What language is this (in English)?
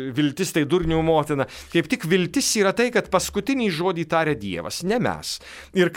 Lithuanian